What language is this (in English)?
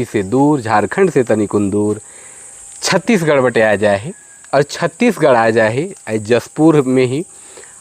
Sadri